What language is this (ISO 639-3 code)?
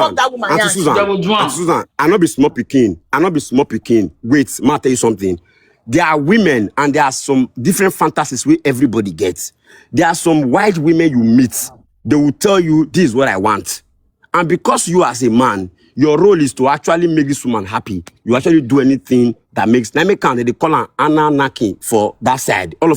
pcm